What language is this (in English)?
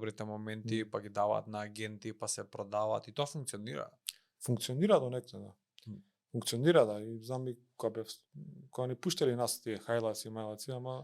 Macedonian